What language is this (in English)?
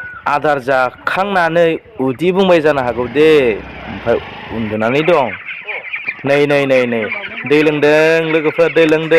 Bodo